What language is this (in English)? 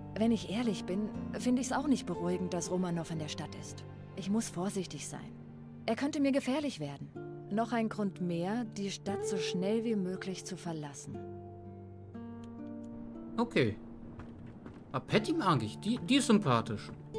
German